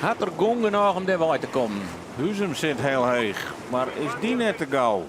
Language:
Western Frisian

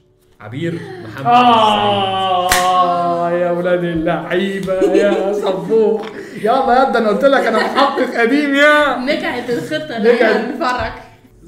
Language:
Egyptian Arabic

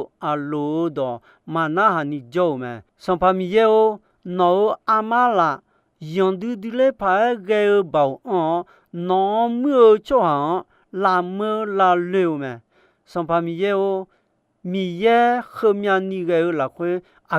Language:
Akha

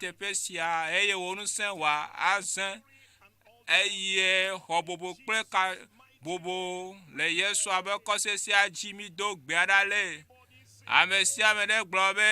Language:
Ewe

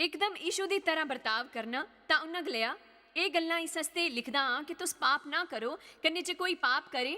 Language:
Dogri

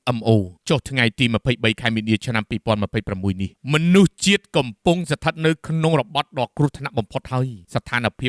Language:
Khmer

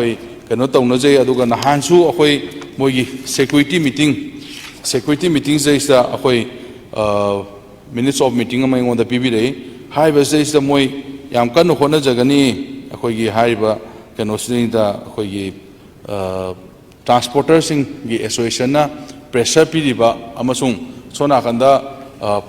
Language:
Manipuri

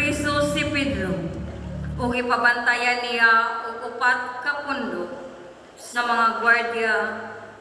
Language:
Cebuano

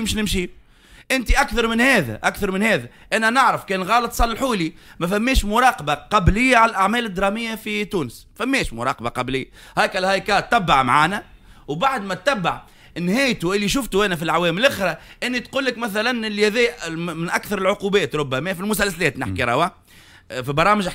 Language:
Tunisian Arabic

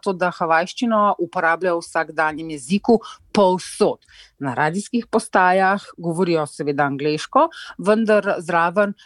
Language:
Slovenian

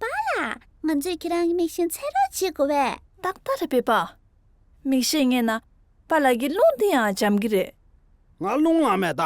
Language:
Tibetan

